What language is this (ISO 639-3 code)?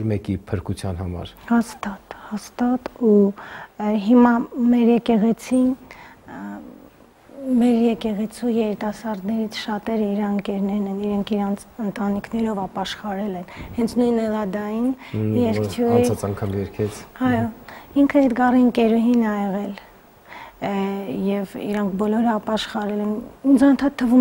hye